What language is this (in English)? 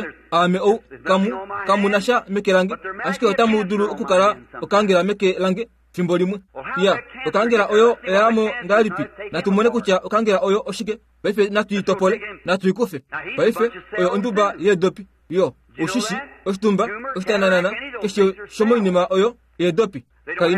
Kuanyama